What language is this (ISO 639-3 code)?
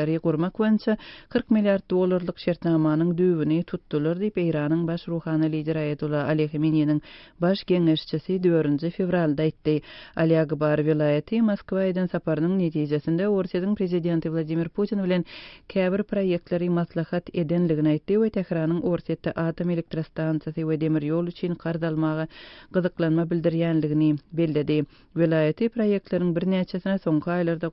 tuk